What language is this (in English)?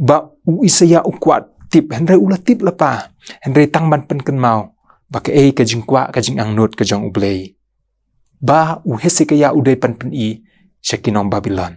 Khasi